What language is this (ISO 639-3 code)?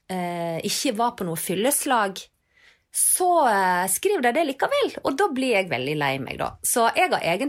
nor